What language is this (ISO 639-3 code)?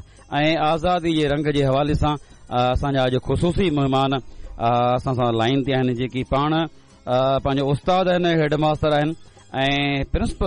snd